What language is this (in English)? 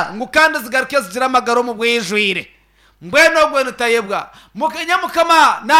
Nyankole